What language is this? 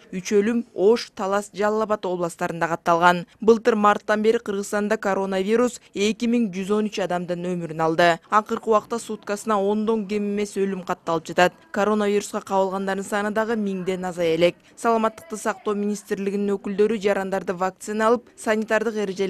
Kyrgyz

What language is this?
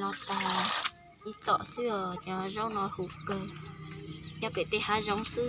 Hmong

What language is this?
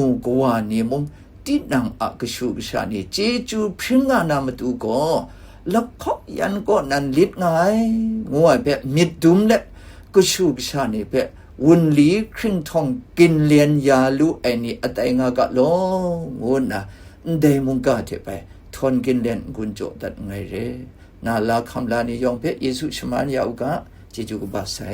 Kachin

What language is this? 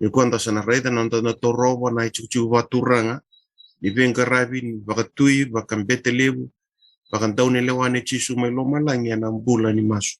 Fijian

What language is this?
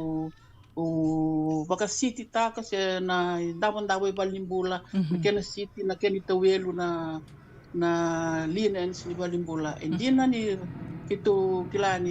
Fijian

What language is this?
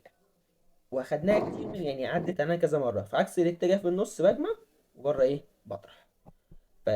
Egyptian Arabic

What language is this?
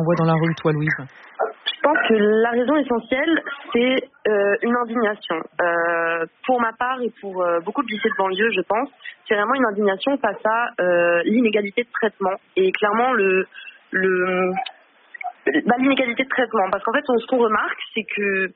French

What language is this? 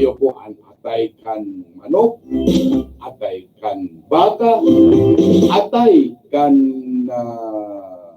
Bikol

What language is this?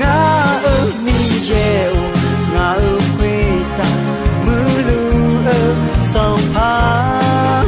Akha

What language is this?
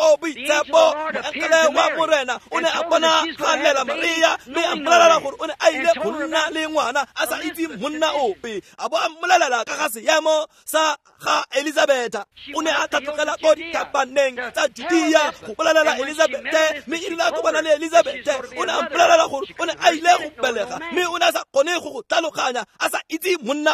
Tswana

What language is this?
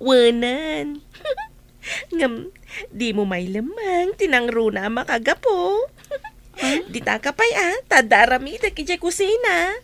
Iloko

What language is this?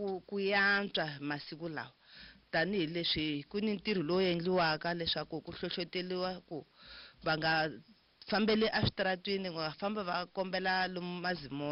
Tsonga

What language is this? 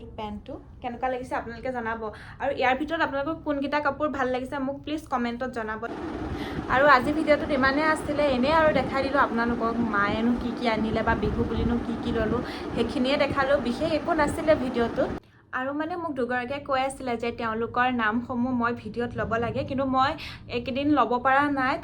Assamese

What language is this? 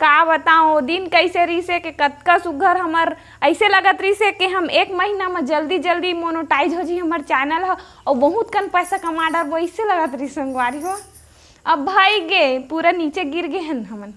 Chhattisgarhi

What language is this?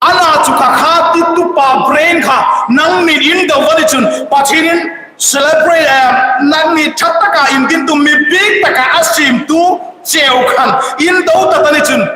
Hmar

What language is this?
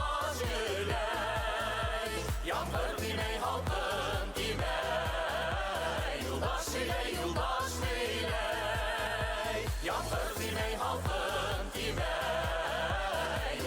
Bashkir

